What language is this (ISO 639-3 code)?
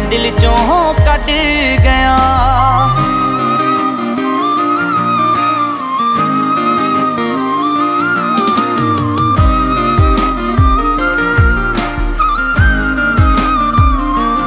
pan